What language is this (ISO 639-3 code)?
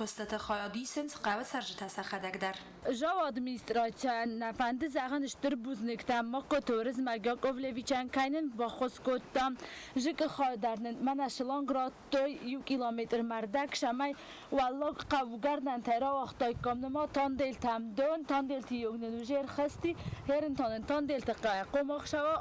oss